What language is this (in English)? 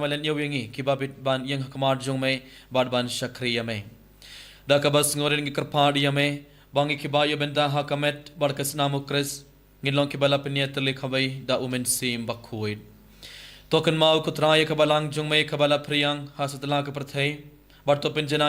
Khasi